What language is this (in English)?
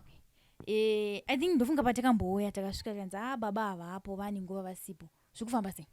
Shona